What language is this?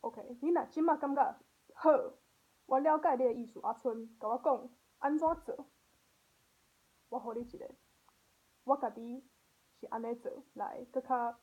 Min Nan Chinese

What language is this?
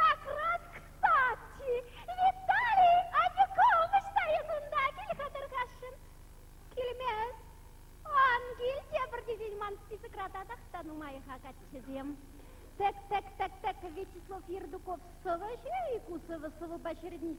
Chuvash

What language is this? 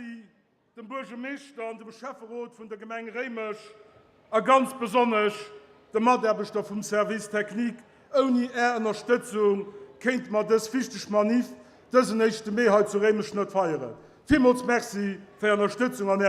Luxembourgish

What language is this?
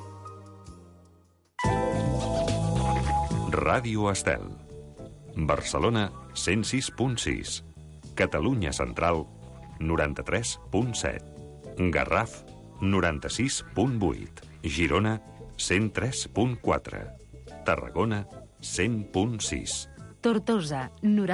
Catalan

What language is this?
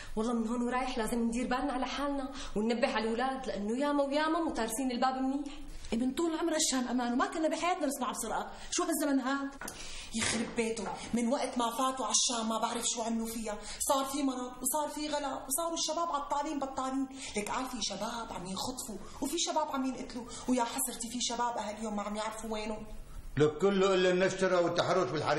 North Levantine Arabic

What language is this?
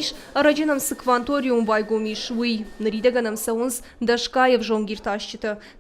Ossetic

